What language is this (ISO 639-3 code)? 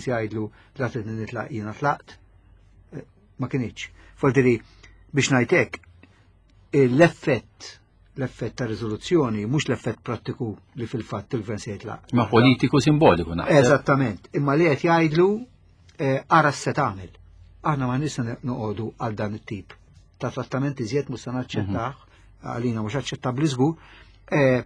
mlt